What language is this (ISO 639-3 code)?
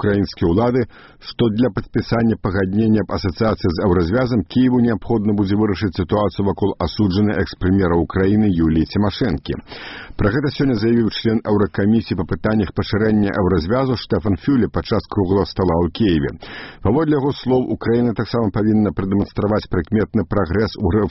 bel